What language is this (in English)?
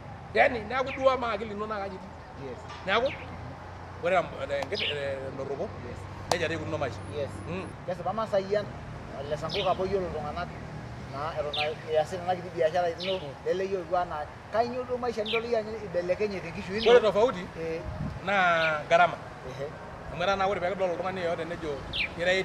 Masai